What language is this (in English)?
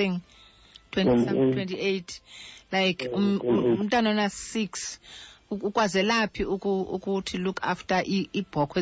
Xhosa